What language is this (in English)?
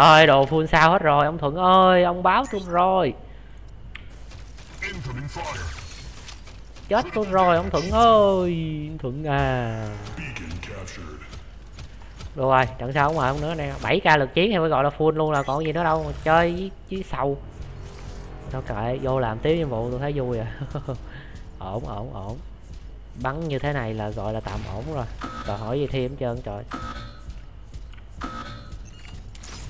Vietnamese